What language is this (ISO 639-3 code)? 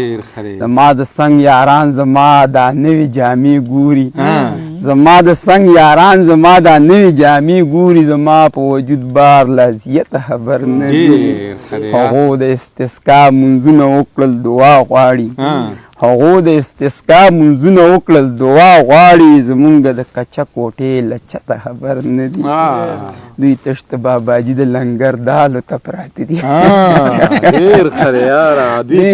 pus